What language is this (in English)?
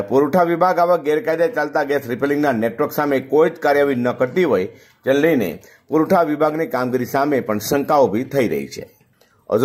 Gujarati